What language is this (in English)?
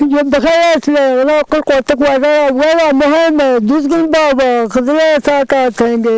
Zaza